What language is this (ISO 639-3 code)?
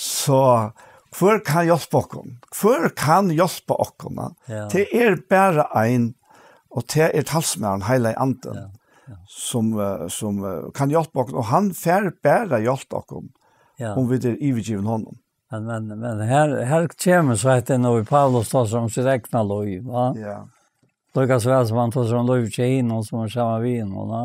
fao